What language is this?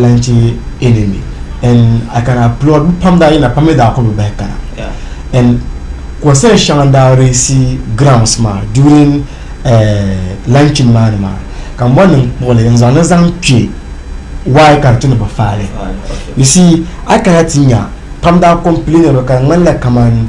Dagbani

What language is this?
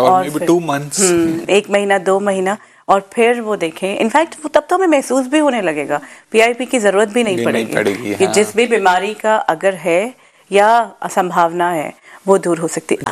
Hindi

